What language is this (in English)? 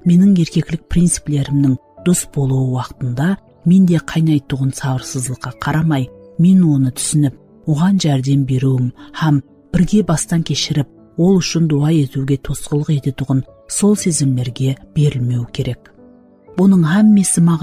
Kara-Kalpak